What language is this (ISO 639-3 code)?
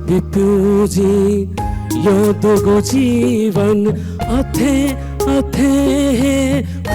new